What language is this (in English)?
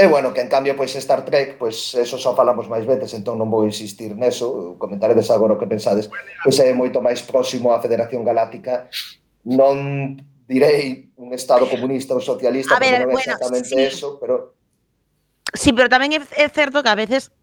Galician